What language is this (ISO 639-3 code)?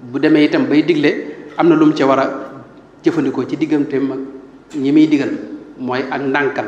wol